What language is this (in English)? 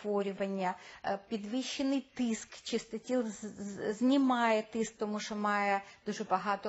Ukrainian